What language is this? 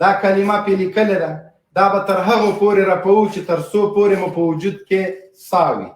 Pashto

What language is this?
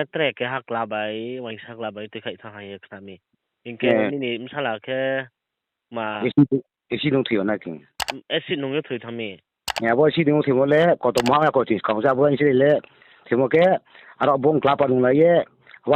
Riang (India)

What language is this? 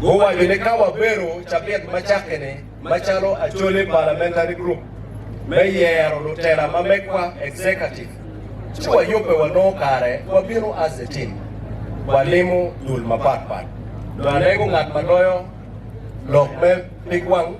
Acoli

